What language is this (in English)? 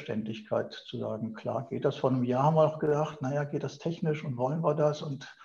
German